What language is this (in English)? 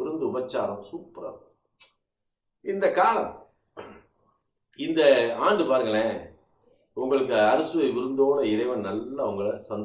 Tamil